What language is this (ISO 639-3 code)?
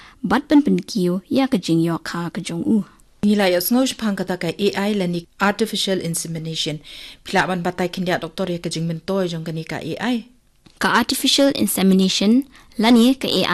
kha